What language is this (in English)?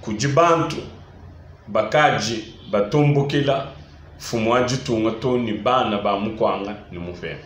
Luba-Lulua